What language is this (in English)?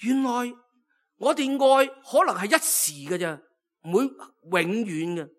Cantonese